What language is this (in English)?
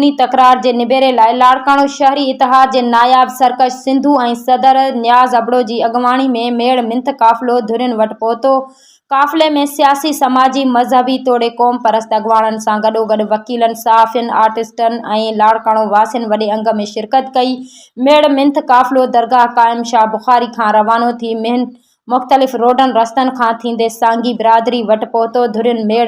Sindhi